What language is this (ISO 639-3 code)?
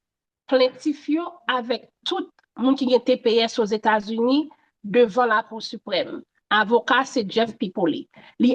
hat